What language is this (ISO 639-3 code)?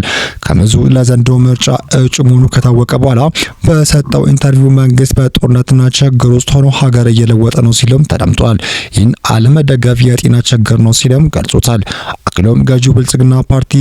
amh